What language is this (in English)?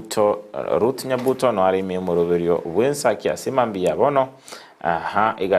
Gusii